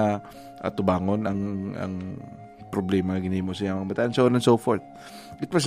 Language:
Hiligaynon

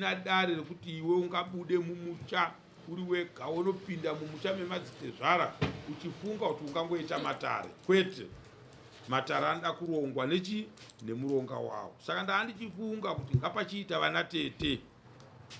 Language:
Shona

